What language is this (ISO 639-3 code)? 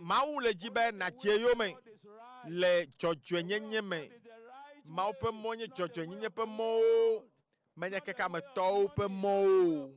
ewe